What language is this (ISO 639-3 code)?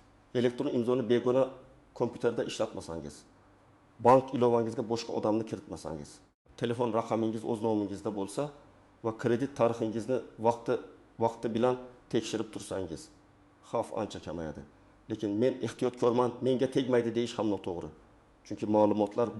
uzb